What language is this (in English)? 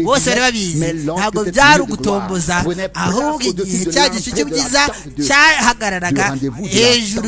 Kinyarwanda